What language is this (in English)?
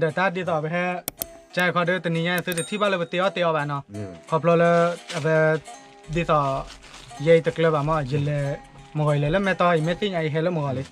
S'gaw Karen